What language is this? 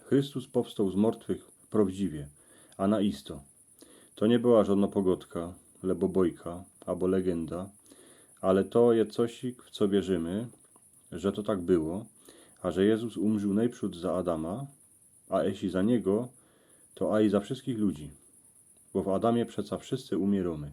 Silesian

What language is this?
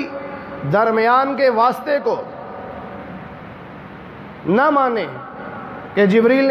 Urdu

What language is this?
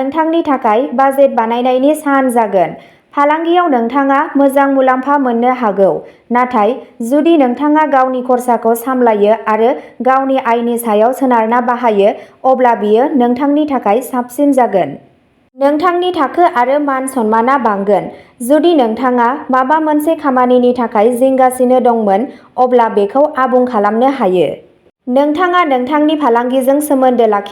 Bodo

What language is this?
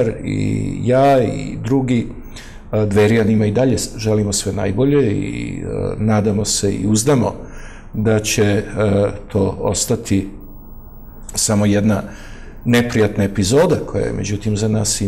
Serbian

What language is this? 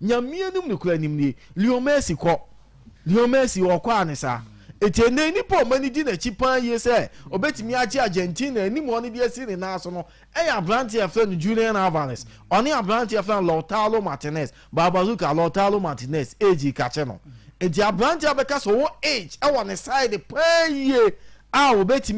Akan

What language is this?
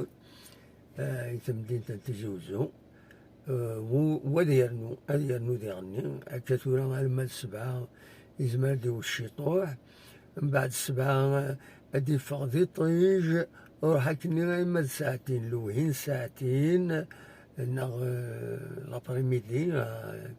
Kabyle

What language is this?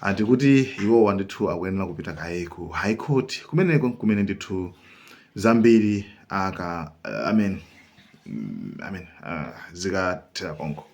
Nyanja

